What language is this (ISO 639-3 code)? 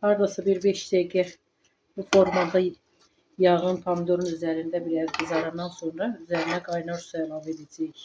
aze